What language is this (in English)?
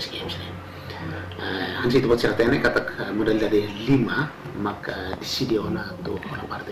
Tetum